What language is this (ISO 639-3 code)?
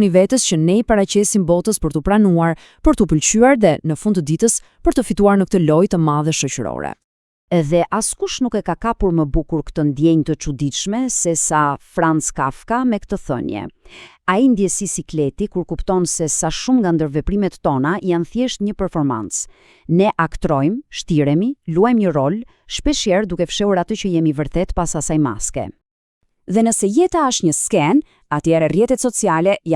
sqi